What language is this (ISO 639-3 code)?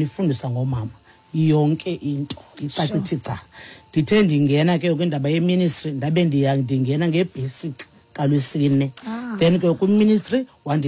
xho